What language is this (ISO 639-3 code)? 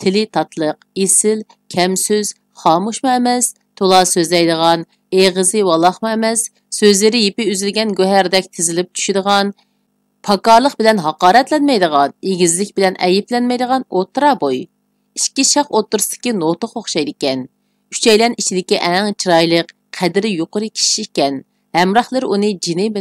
uig